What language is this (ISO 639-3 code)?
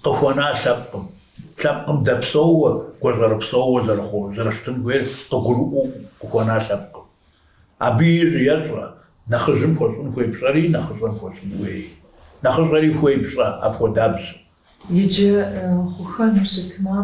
kbd